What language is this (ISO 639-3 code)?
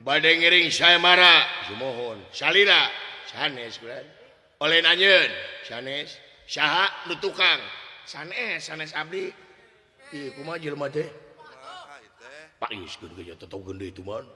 sun